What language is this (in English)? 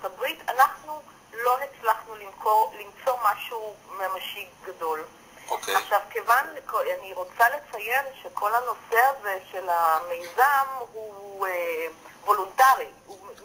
Hebrew